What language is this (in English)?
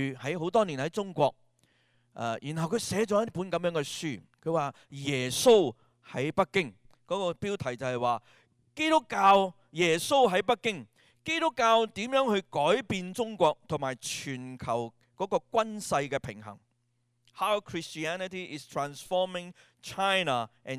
Cantonese